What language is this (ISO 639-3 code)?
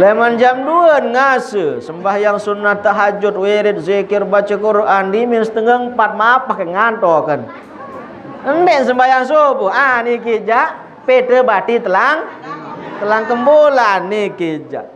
sas